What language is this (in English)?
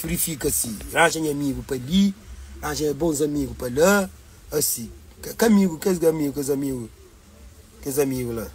Kabuverdianu